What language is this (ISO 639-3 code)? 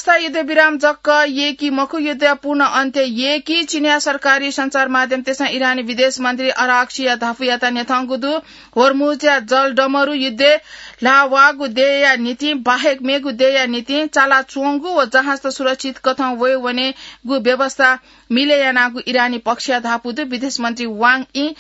new